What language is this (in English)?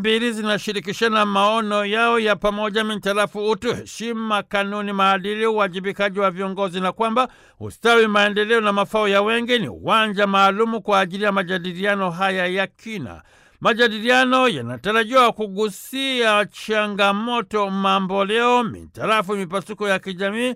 Swahili